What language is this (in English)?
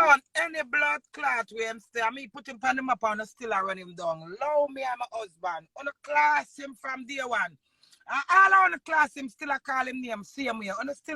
Jamaican Creole English